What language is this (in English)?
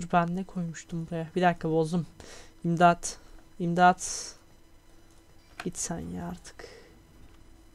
Turkish